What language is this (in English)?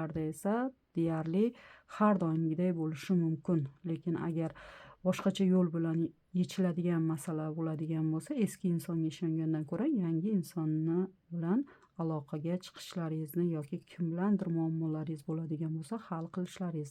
Uzbek